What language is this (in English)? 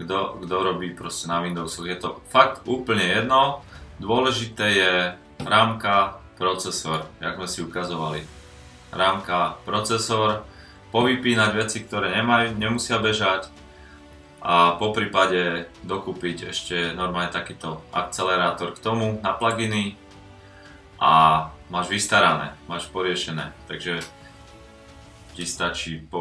Slovak